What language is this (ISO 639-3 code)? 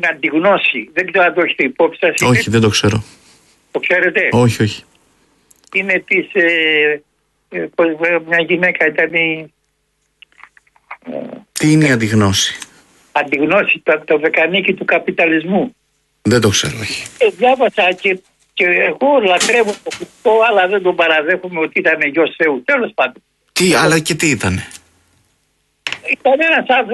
ell